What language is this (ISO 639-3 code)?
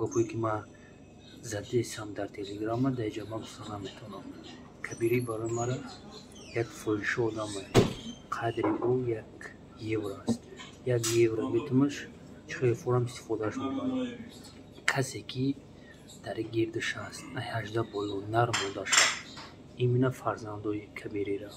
tgk